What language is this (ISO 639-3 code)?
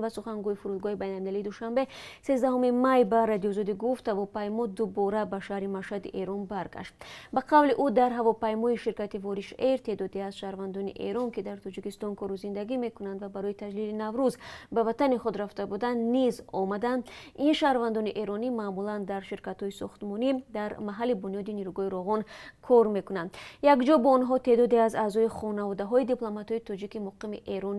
tgk